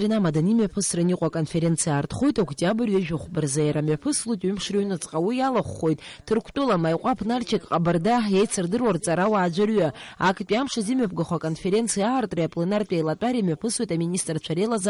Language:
Abkhazian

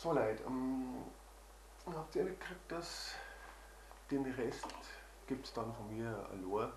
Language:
Bavarian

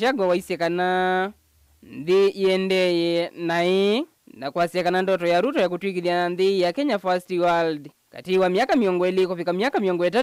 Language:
Kamba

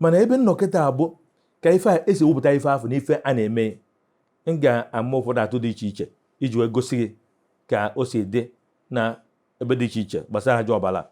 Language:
Igbo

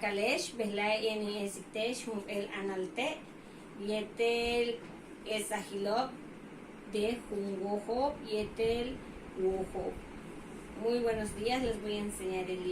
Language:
Yucateco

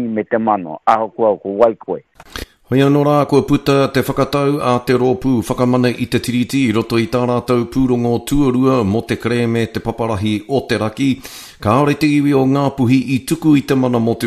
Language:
Māori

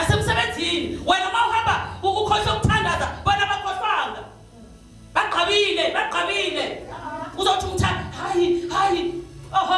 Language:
Zulu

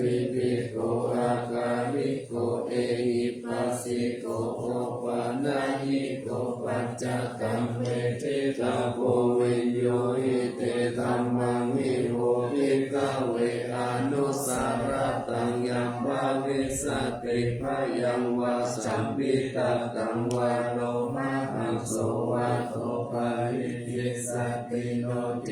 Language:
Pali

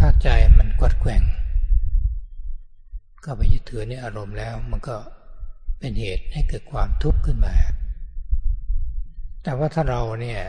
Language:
Thai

